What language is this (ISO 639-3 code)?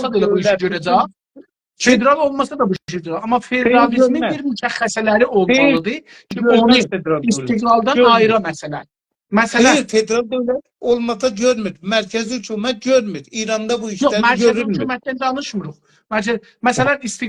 azb